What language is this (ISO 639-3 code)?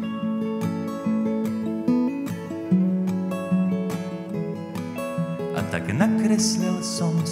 slk